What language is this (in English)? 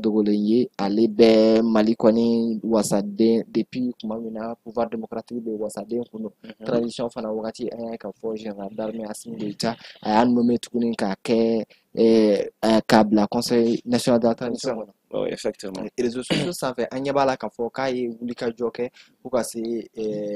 Bambara